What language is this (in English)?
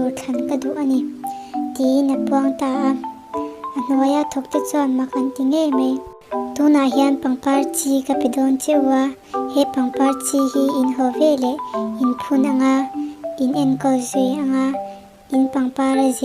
Mizo